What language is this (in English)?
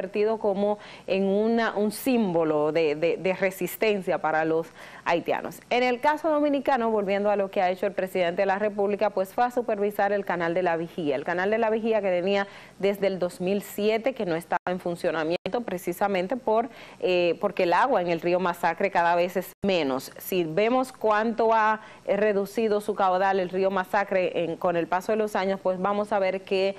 Spanish